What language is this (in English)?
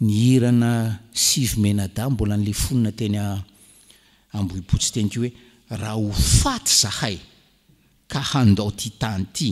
Malagasy